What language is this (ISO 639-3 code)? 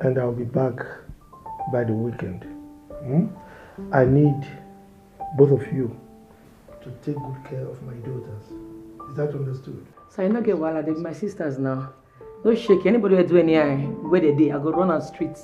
pcm